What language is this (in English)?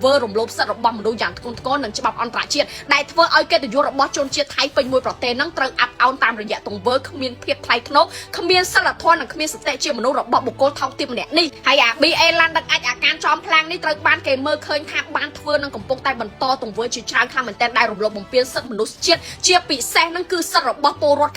Khmer